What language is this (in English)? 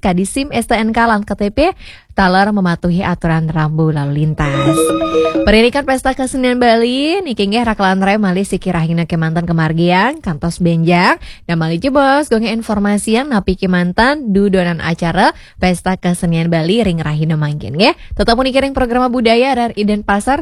Balinese